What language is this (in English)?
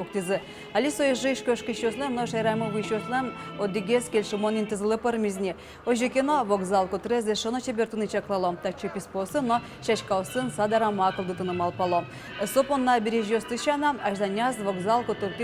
Udmurt